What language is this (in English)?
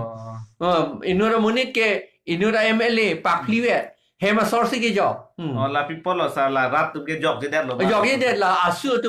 Karbi